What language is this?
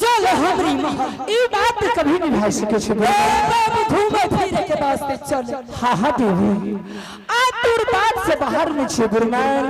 Angika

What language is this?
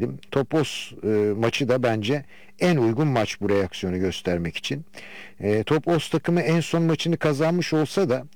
Turkish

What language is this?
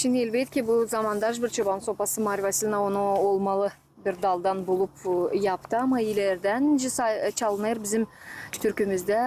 Gagauz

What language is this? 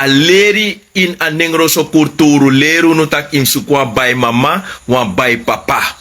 Sranan Tongo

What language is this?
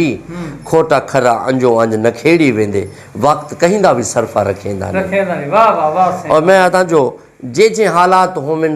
Saraiki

